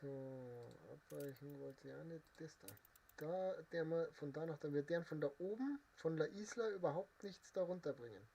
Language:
Bavarian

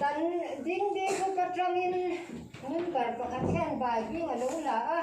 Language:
Mizo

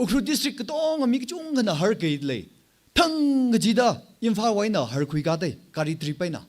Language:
Tangkhul Naga (India)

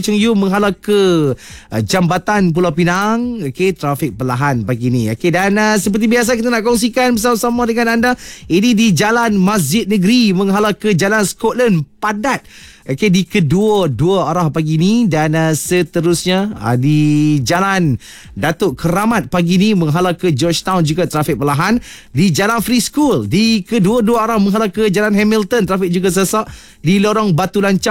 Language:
Malay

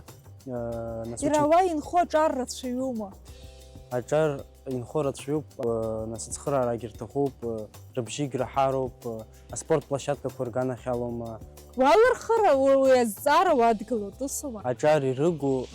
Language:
Abkhazian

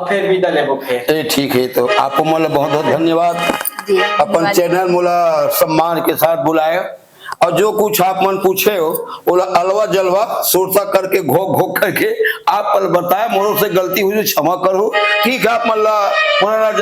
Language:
Chhattisgarhi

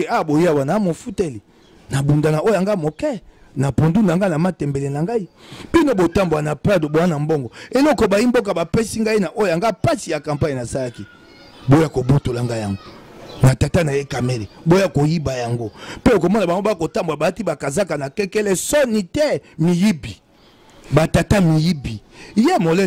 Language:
Lingala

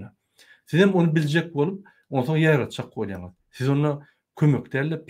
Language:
Turkmen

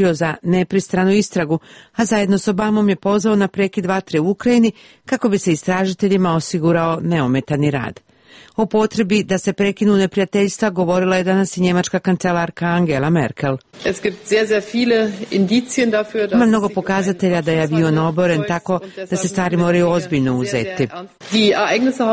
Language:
Serbian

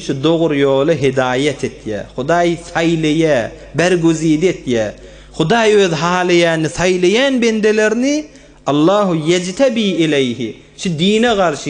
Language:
Turkmen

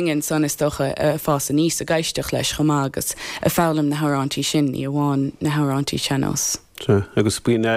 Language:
Irish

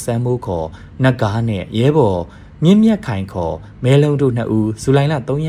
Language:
Burmese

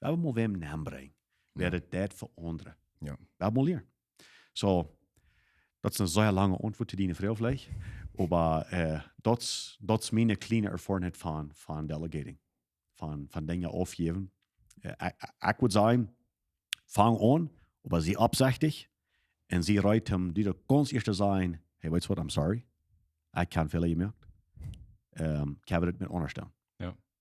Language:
Plautdietsch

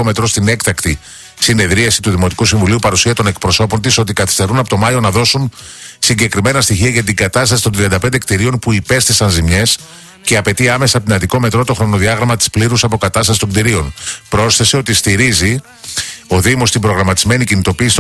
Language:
Greek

